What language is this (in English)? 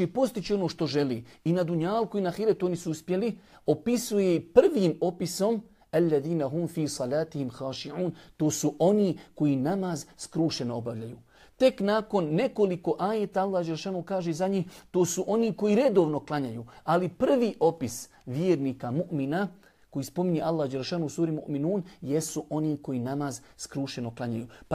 Bosnian